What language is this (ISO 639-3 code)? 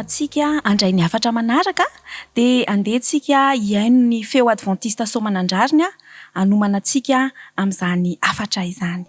mlg